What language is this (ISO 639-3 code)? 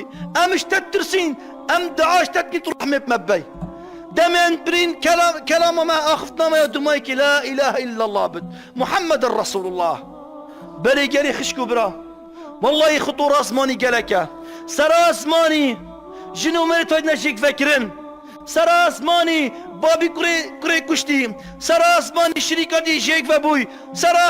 kur